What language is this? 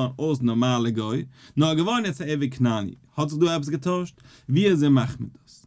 Yiddish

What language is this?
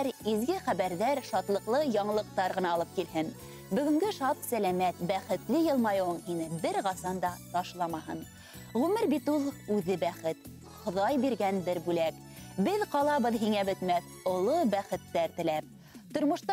Bashkir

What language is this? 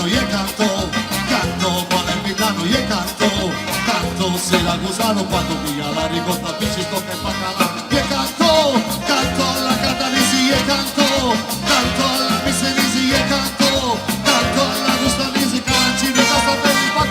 Sicilian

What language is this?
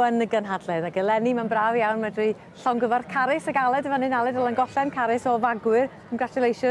Welsh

